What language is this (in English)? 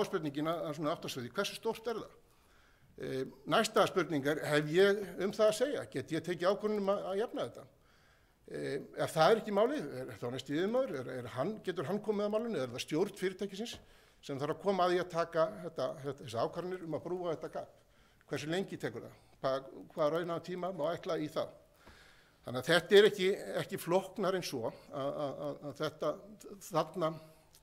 Icelandic